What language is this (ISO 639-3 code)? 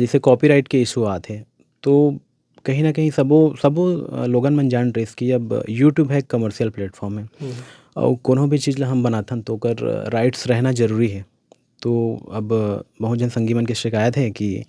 hne